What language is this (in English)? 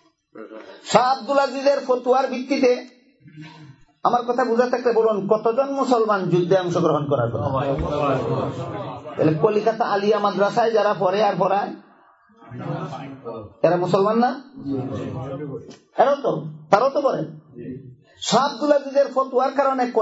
Bangla